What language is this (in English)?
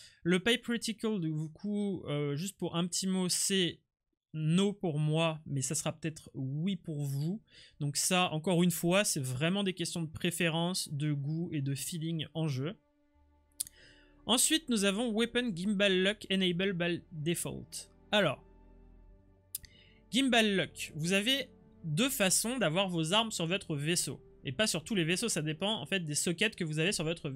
French